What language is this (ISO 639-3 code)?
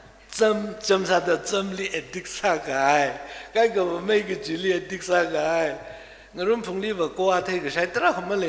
nmf